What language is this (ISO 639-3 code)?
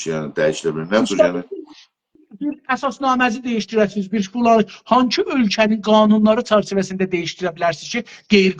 azb